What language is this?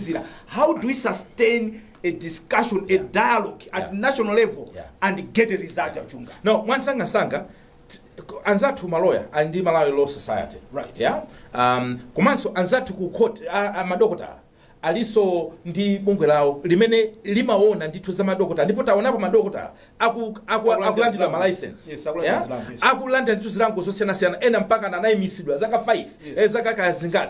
Nyanja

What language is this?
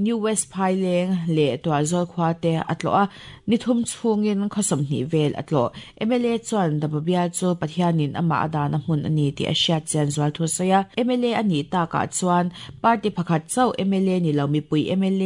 Mizo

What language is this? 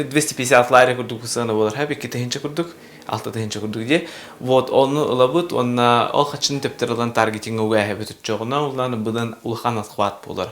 Yakut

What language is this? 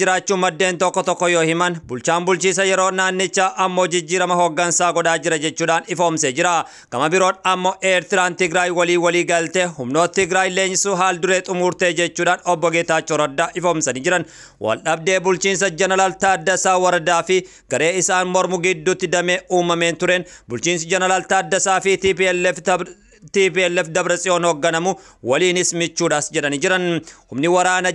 Oromo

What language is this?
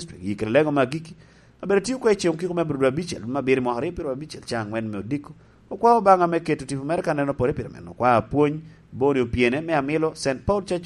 Lango (Uganda)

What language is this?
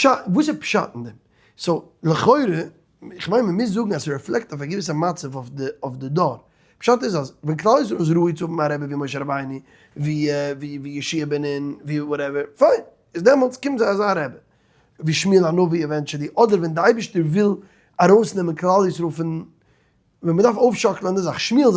Yiddish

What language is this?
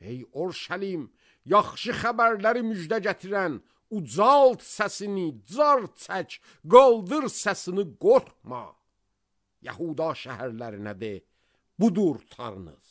Azerbaijani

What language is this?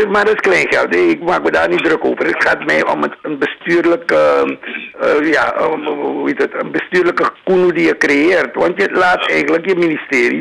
Dutch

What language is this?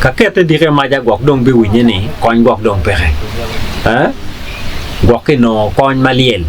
Acoli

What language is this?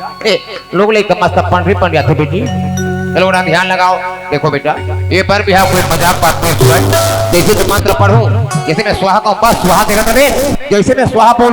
Chhattisgarhi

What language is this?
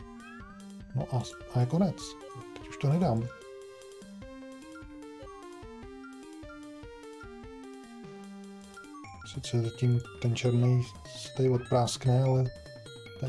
Czech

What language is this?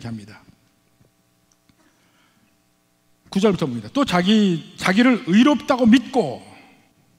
Korean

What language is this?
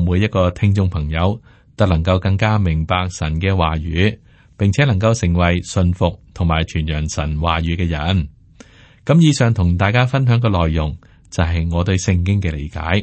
Cantonese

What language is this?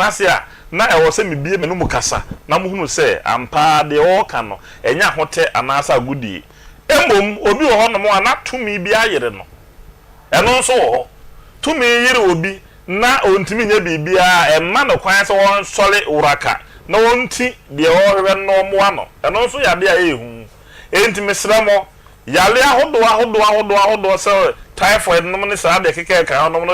Akan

